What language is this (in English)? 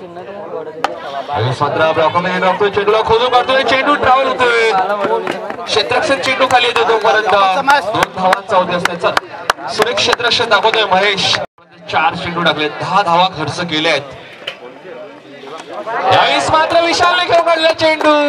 Marathi